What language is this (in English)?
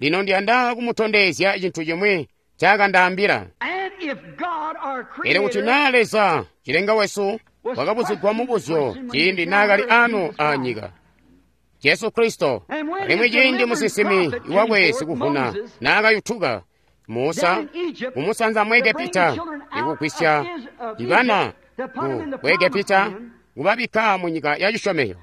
Tonga (Zambia)